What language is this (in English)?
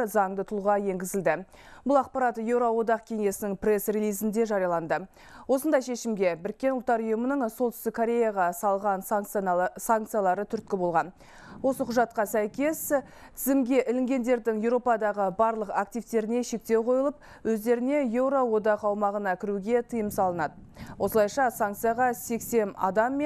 Kazakh